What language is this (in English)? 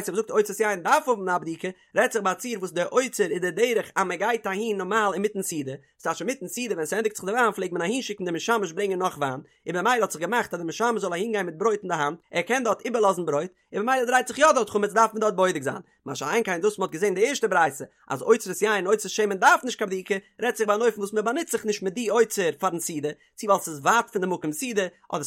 Yiddish